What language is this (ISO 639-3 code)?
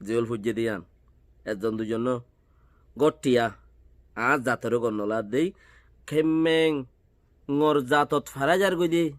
rhg